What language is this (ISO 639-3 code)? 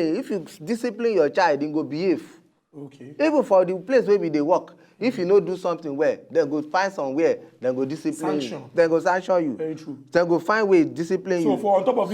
pcm